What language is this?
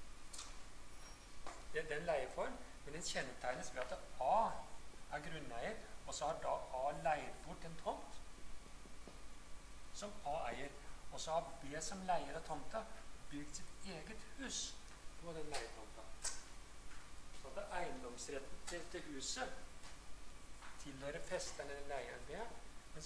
Norwegian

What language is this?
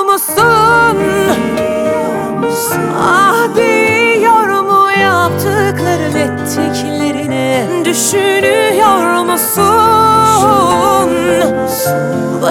Turkish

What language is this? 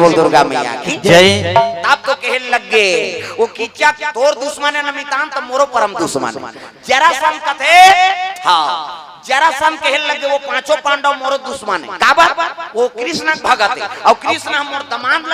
Chhattisgarhi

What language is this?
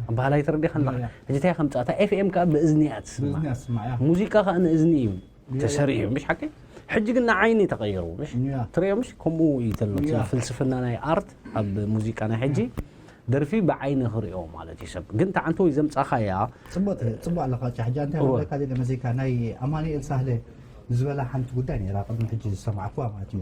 Tigrinya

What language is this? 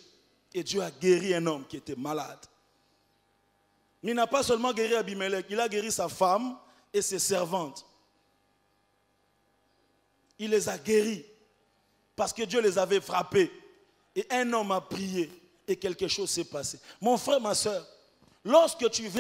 French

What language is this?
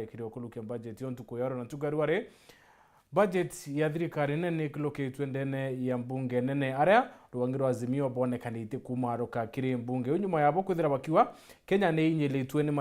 Meru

